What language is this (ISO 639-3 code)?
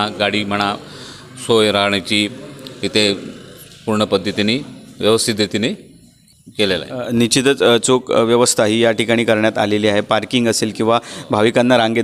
mar